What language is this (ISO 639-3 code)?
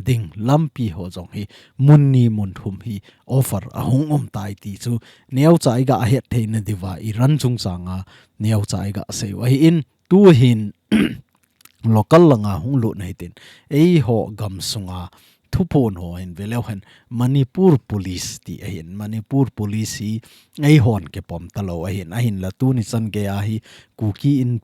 tcz